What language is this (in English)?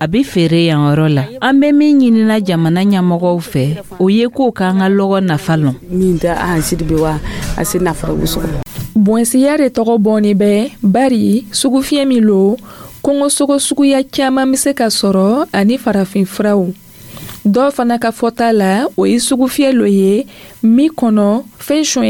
Dyula